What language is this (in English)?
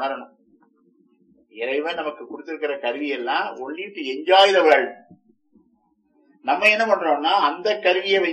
Tamil